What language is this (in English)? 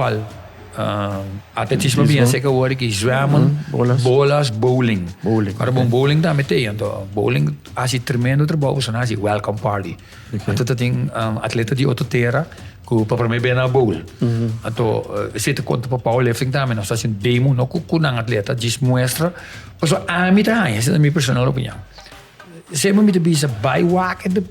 Papiamento